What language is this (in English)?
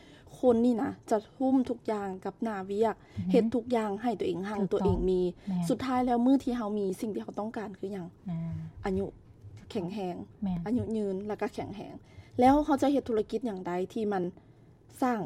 Lao